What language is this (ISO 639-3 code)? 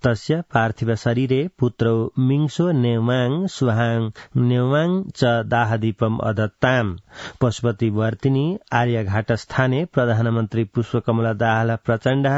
san